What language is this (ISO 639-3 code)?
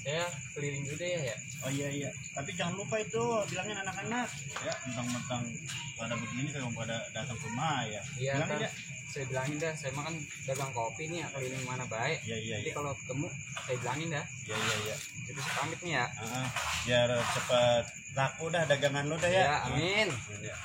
bew